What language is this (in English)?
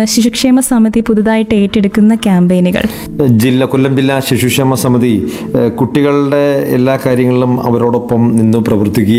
Malayalam